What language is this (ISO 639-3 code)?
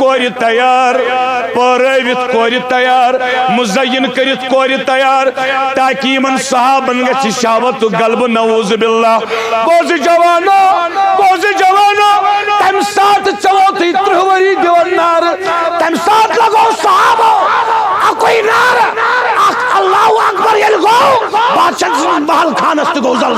kas